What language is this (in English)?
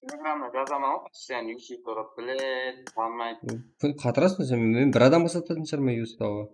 Kara-Kalpak